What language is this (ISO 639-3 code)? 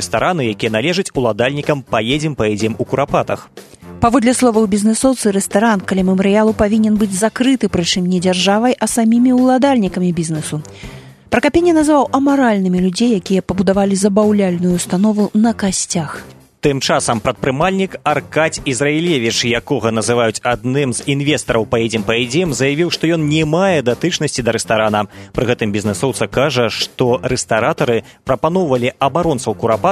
bel